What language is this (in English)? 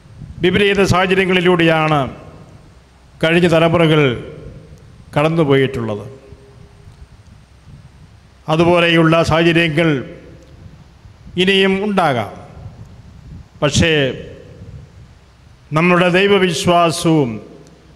Malayalam